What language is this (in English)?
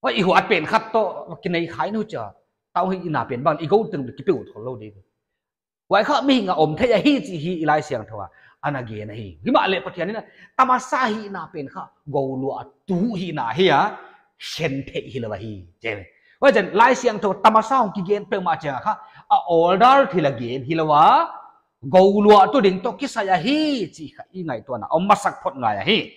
Paite Chin